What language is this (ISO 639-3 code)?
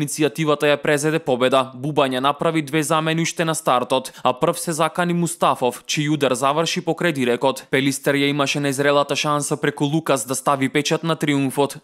mkd